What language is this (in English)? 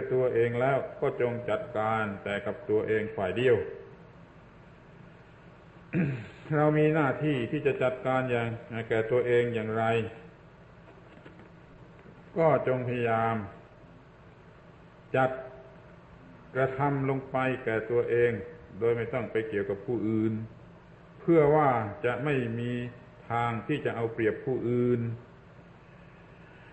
Thai